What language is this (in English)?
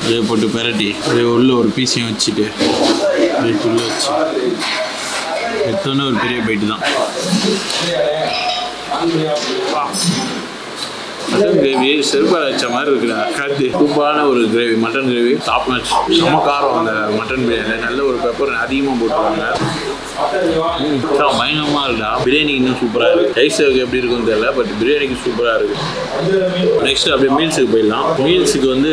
Tamil